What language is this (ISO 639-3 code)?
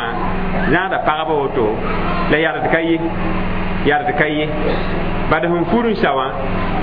mos